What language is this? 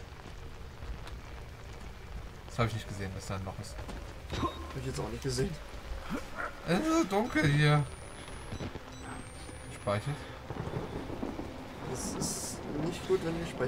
German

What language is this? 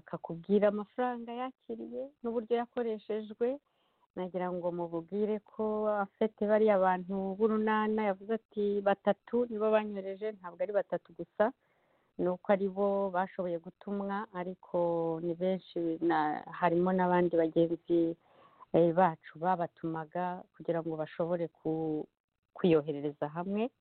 Kinyarwanda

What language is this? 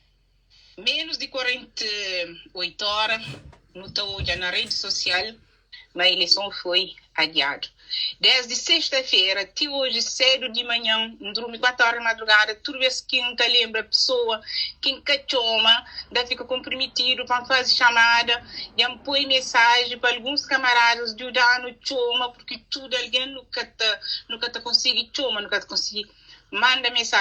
Kabuverdianu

